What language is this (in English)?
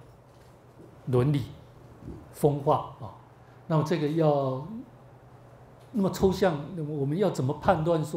Chinese